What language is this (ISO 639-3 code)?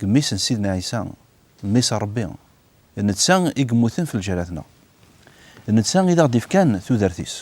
kab